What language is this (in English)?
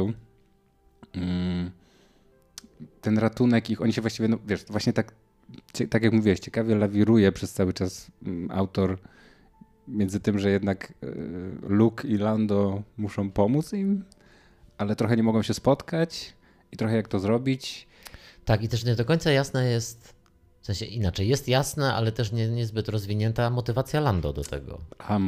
Polish